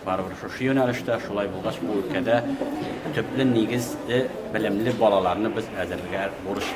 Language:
Tatar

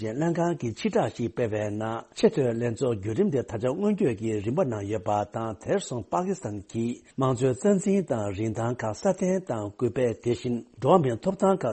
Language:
Tibetan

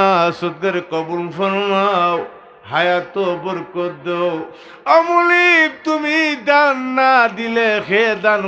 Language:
Sylheti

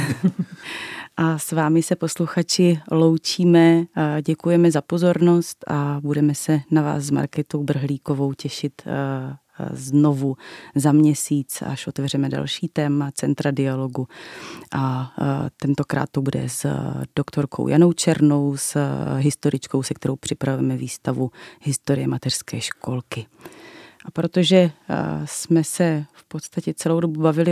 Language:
Czech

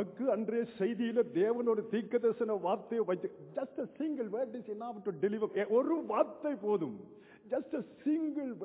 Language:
Tamil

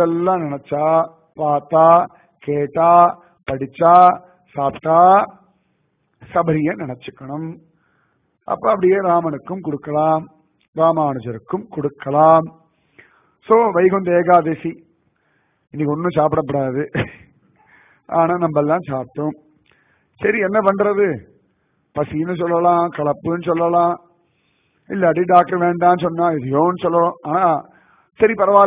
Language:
Tamil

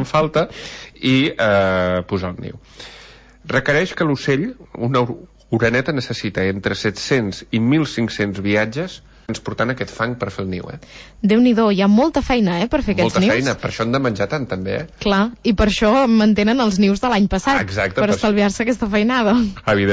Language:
Catalan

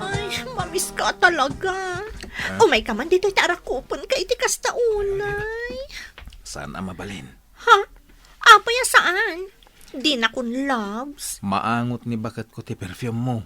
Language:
Iloko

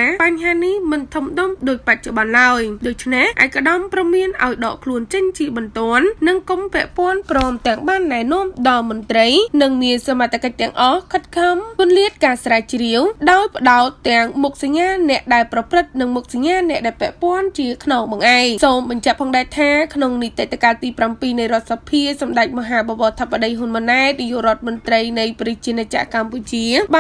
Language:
Khmer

